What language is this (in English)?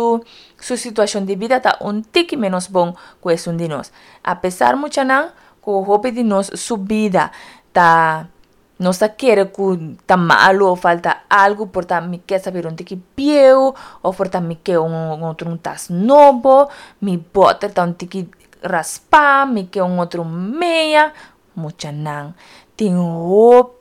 Papiamento